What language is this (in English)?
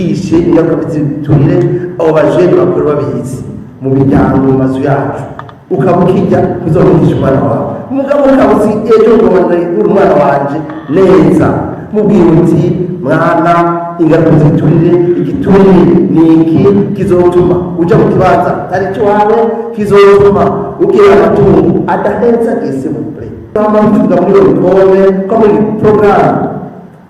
Rundi